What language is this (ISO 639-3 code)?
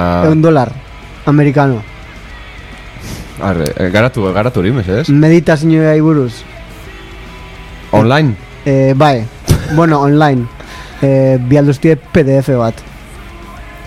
eus